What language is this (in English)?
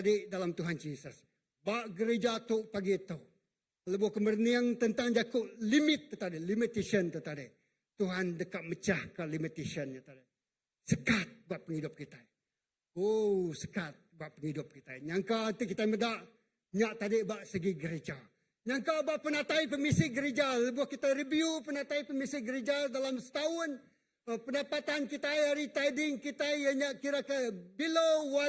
Iban